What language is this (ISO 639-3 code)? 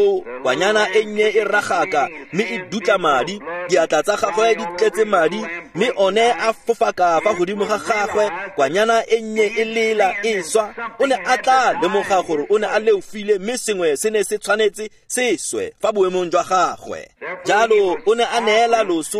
tsn